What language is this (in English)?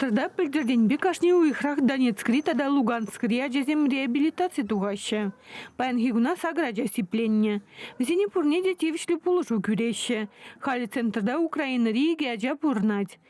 Chuvash